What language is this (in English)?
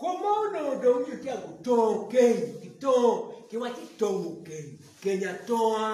Acoli